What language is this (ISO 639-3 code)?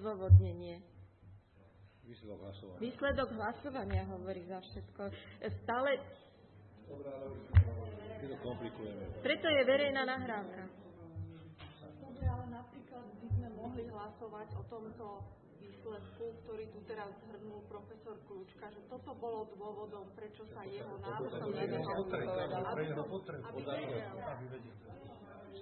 slk